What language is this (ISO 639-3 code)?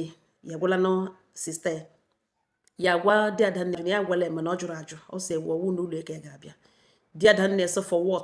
ibo